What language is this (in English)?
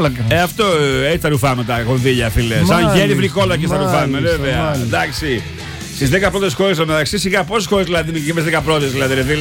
Greek